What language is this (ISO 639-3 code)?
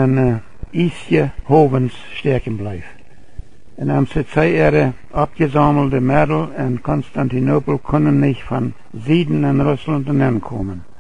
pdt